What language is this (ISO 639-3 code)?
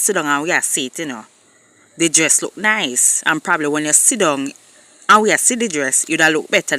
jam